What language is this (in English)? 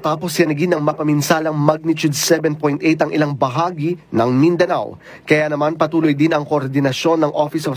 Filipino